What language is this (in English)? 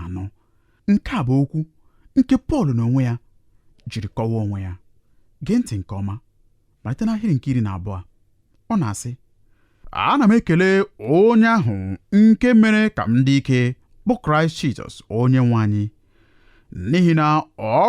Igbo